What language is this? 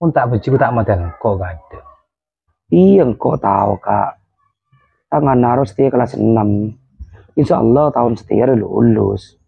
Madurese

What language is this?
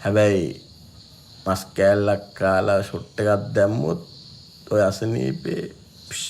Sinhala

